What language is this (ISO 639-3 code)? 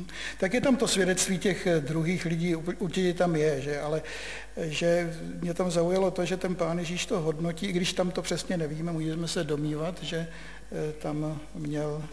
ces